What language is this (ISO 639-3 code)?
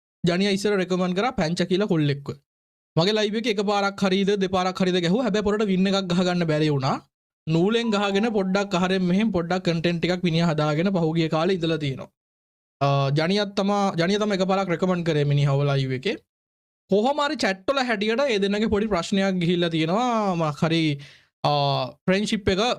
sin